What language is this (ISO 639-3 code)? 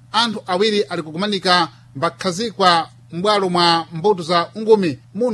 seh